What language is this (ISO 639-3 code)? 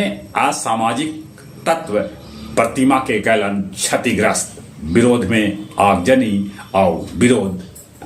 mag